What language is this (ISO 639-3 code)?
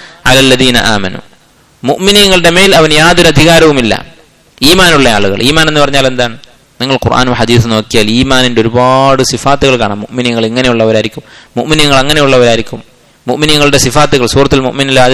mal